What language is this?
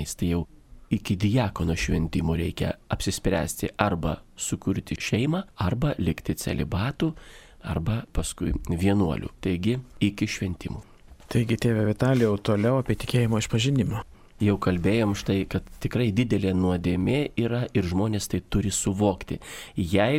Lithuanian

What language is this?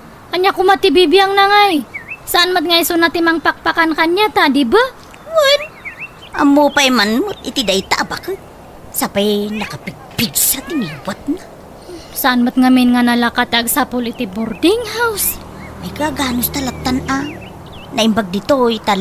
Iloko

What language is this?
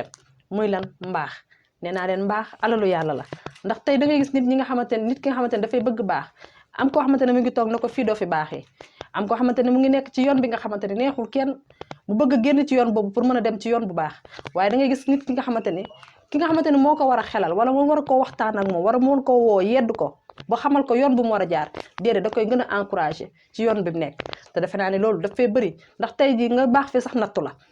Wolof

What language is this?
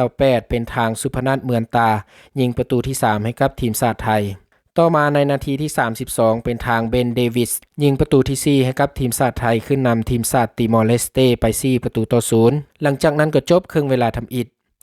Lao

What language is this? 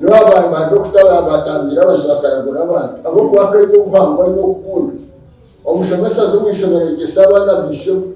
Nyankole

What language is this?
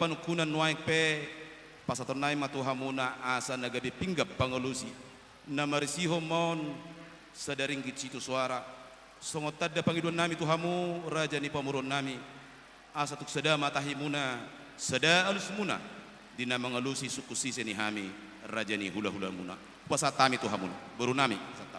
Batak Toba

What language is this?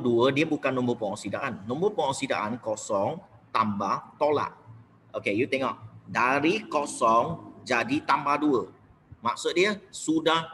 Malay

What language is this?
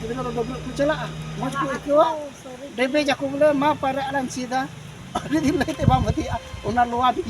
Santali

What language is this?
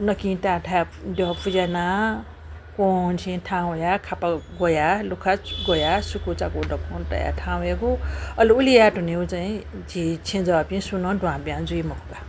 Newari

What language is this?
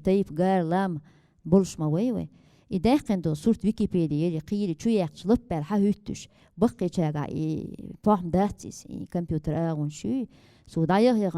Chechen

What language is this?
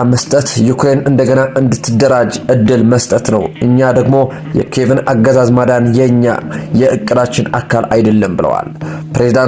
Amharic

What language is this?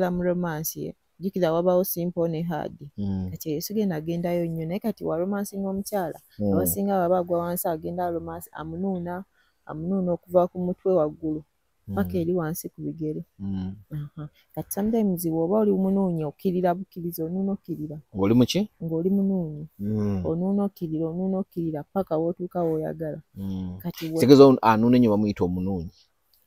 Ganda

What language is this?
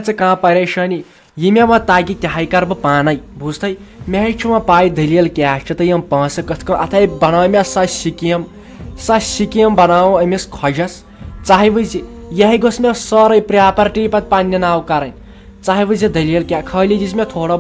Kashmiri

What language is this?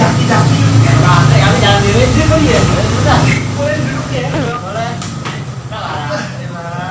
Betawi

